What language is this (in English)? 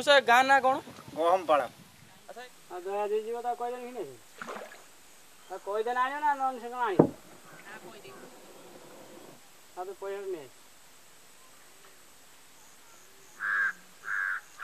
Odia